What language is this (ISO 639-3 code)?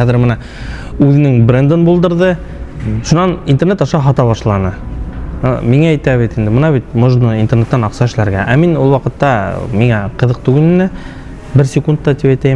bak